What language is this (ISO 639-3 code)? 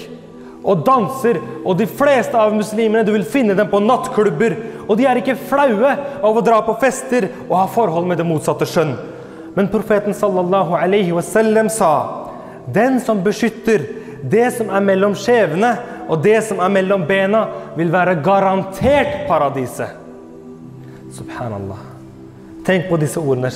nor